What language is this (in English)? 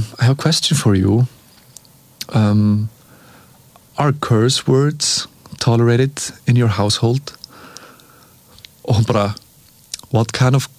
Icelandic